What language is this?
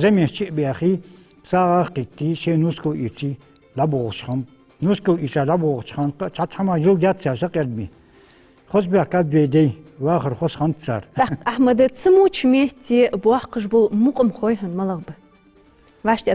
Ingush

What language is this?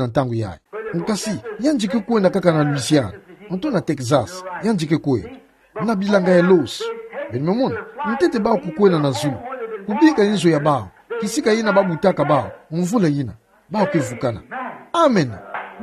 Kituba (Democratic Republic of Congo)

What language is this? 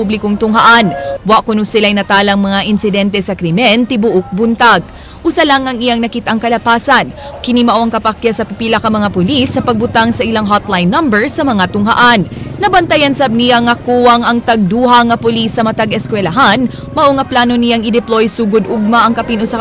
Cebuano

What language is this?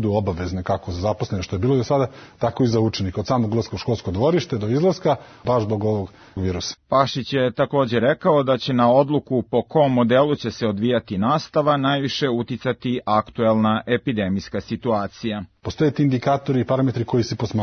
Serbian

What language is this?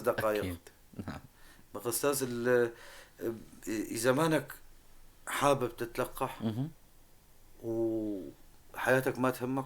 North Levantine Arabic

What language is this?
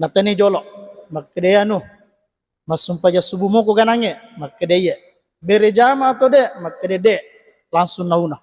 Buginese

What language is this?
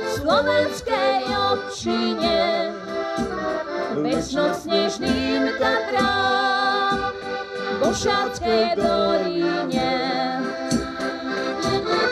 Slovak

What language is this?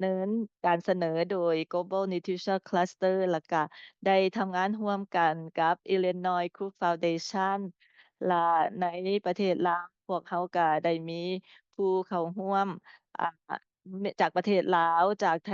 Lao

